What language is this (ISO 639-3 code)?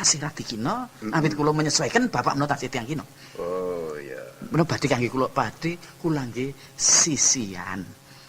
jav